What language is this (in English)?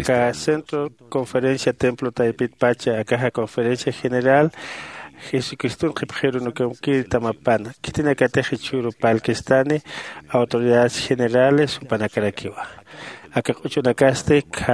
Aymara